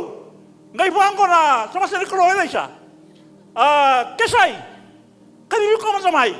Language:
Fijian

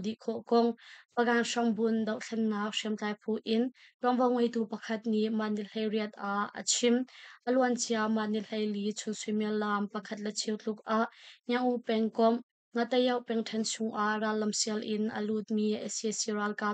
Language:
Hakha Chin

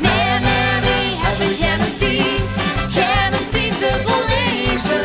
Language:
Limburgish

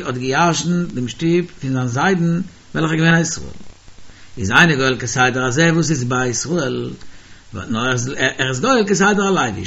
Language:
Yiddish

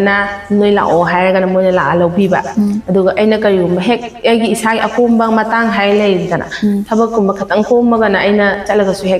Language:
Manipuri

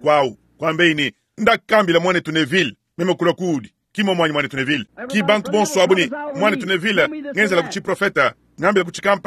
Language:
Luba-Lulua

